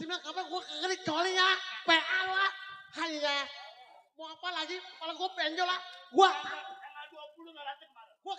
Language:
Betawi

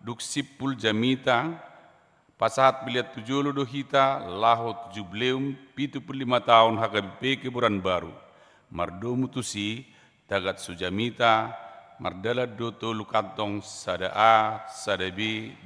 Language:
Batak Toba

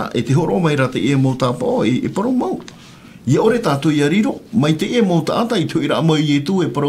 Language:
Tahitian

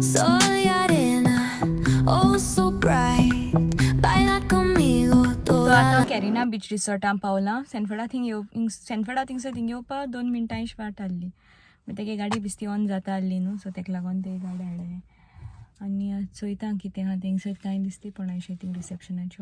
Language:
Konkani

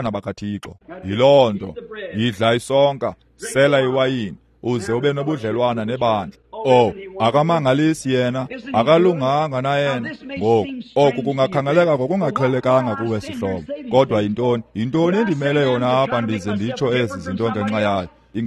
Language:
Xhosa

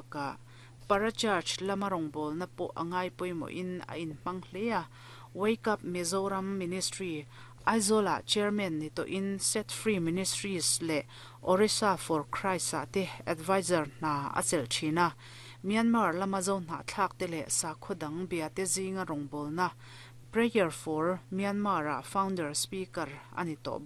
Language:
Mizo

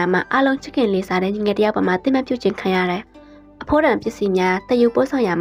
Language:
Burmese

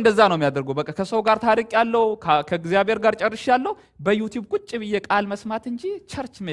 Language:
Amharic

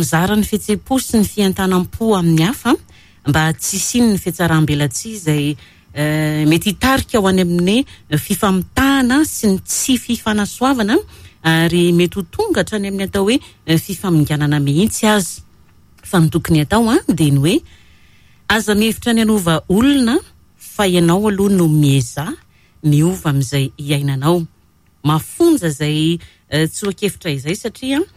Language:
Malagasy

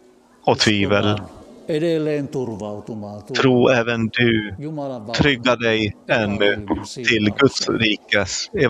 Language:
Swedish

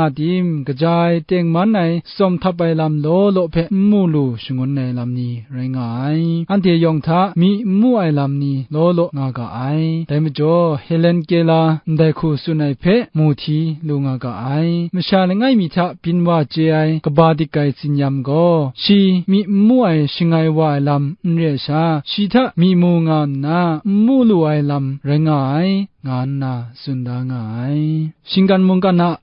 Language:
Kachin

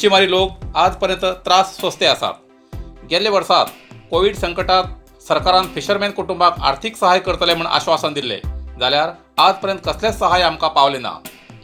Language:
Konkani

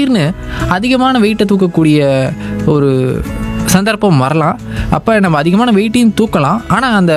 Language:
Tamil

